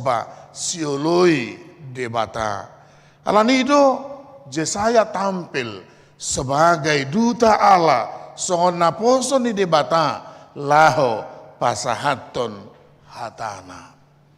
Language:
Batak Toba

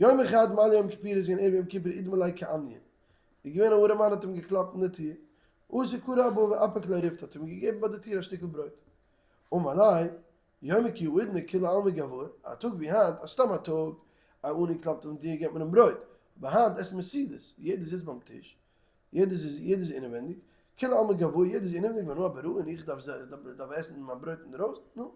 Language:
Yiddish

